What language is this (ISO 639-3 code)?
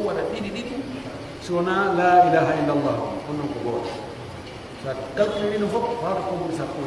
fuf